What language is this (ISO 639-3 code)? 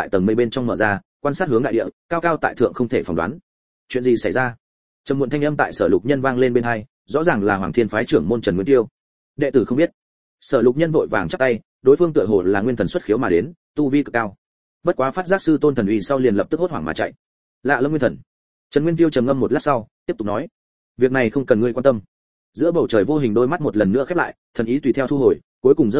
vie